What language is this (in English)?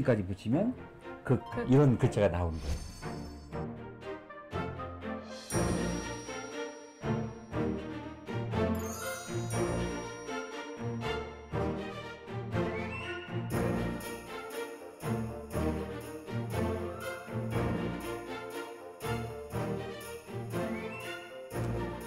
Korean